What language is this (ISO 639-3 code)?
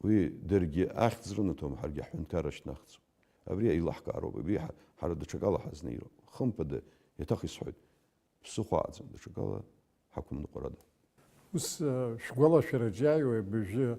abk